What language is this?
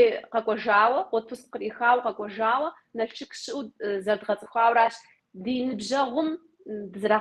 Kabardian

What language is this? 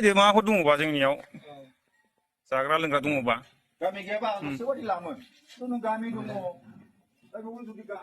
Bodo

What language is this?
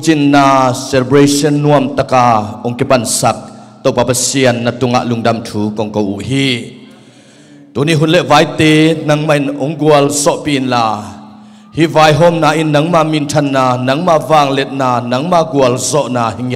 Tedim Chin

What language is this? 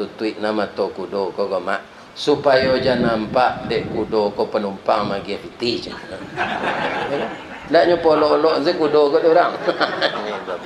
Minangkabau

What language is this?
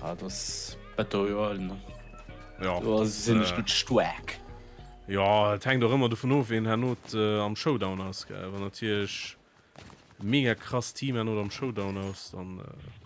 Luxembourgish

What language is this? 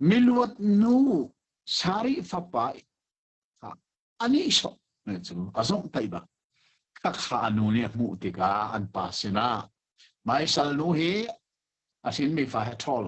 Hakha Chin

